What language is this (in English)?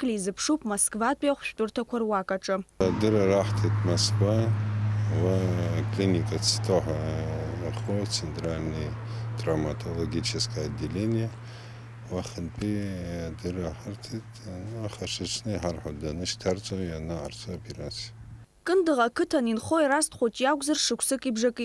Abkhazian